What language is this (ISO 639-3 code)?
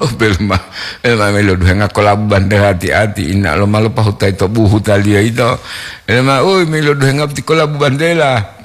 gor